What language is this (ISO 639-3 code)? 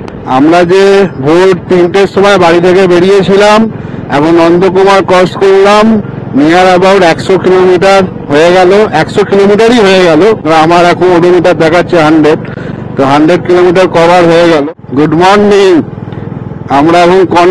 ben